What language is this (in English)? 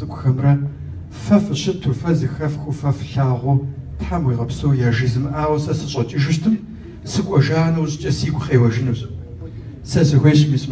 Kabardian